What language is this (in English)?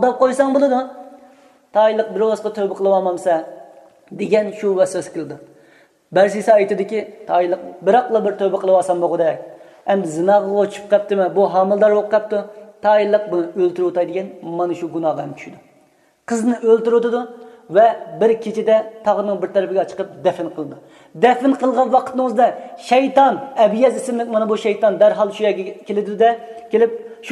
Uyghur